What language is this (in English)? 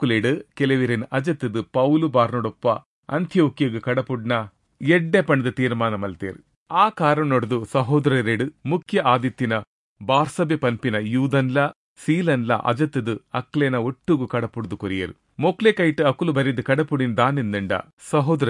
Tulu